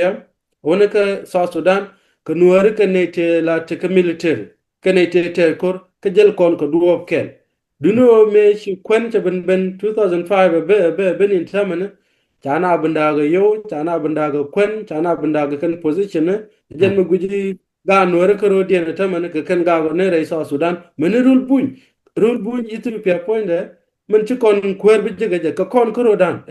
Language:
Nuer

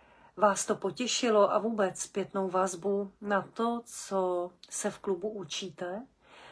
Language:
Czech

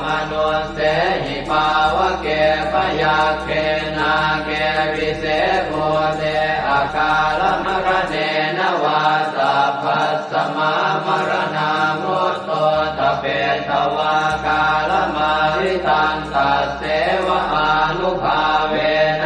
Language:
Pali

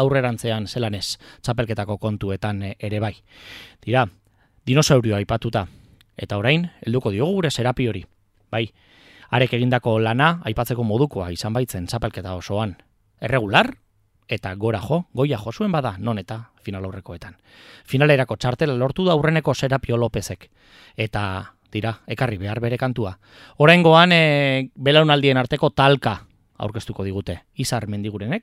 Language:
Basque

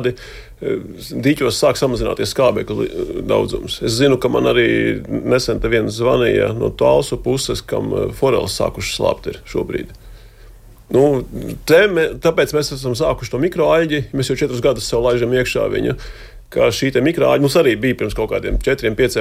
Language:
Latvian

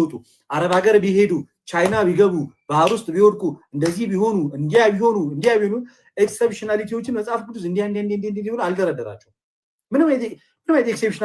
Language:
Amharic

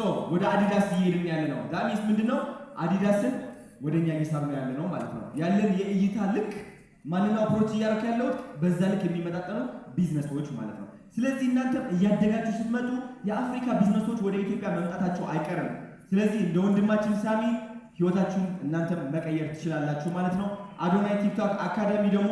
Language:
Amharic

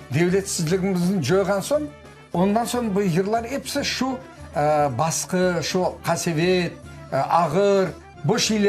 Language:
Crimean Tatar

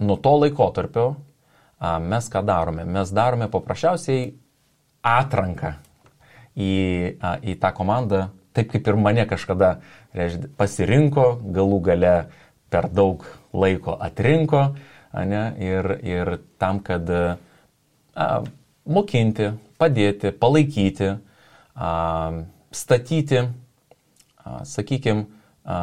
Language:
Lithuanian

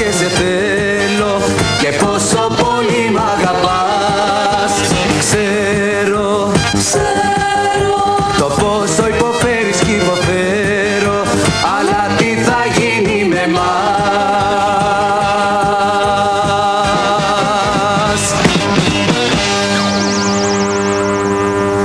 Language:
Greek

